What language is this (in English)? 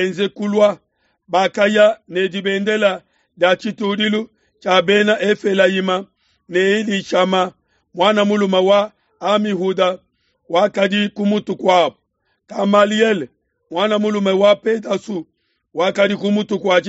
Luba-Lulua